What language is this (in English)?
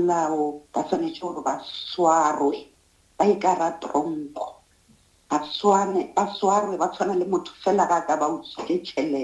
Northern Sotho